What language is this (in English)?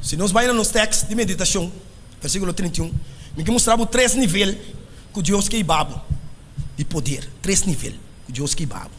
Papiamento